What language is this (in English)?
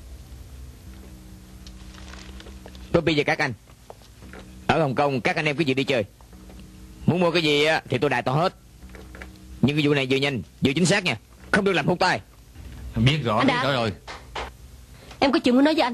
Vietnamese